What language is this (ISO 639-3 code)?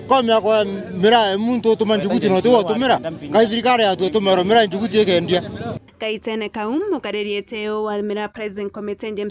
mer